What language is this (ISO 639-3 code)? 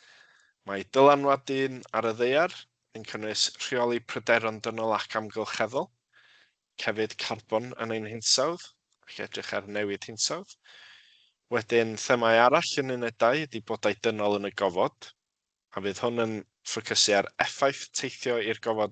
cym